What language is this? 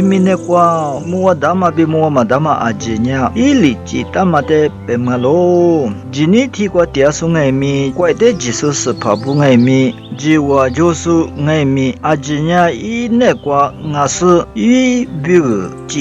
Lisu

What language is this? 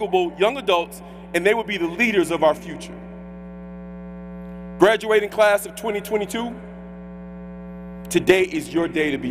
English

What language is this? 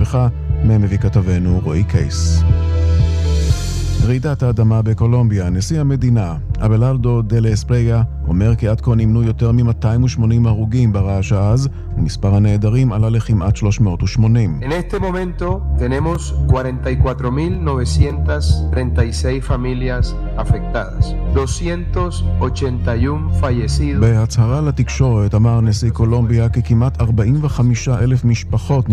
Hebrew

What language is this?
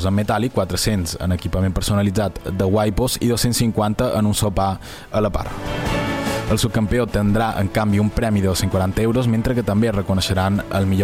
Catalan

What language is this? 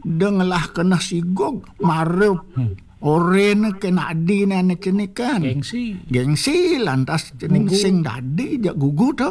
Balinese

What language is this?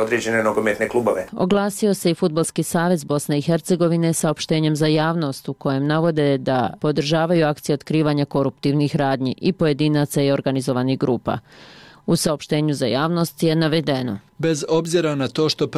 Bosnian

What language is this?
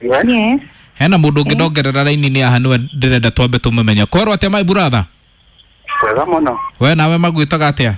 Kikuyu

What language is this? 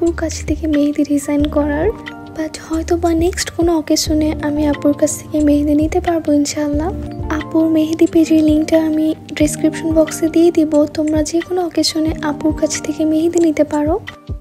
Bangla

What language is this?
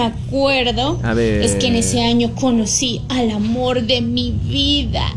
Spanish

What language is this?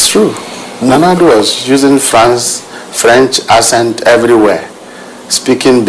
Akan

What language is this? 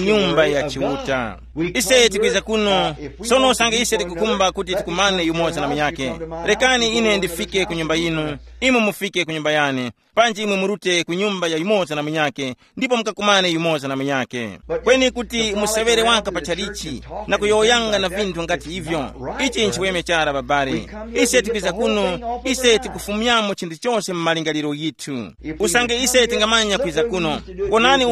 Tumbuka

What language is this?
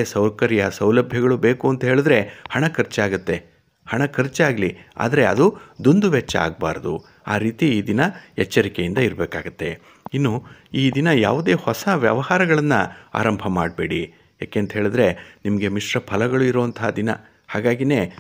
Kannada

